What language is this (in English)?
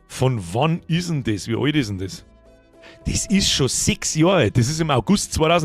Bavarian